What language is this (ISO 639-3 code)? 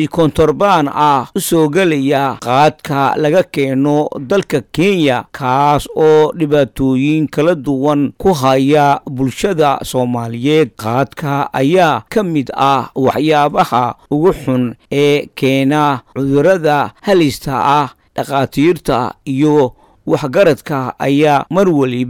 som